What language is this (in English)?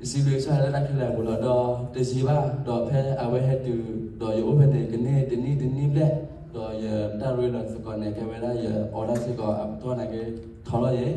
S'gaw Karen